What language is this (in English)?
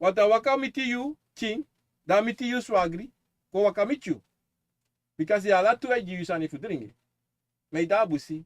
Sranan Tongo